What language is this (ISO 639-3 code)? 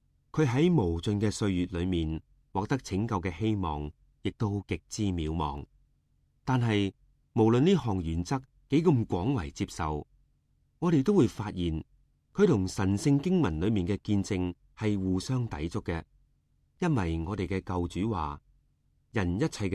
yue